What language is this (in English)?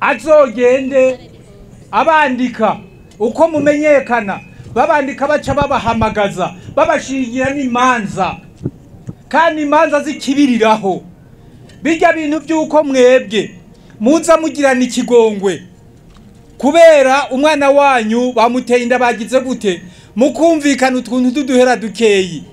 Rundi